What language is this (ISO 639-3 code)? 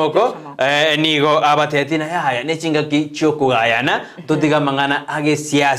guz